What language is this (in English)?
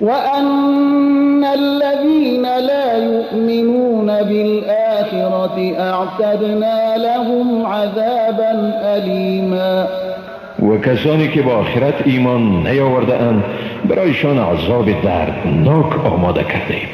Persian